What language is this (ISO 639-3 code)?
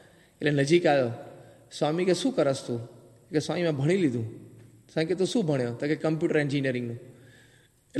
guj